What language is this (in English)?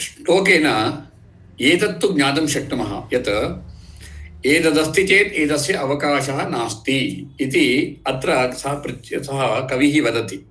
Sanskrit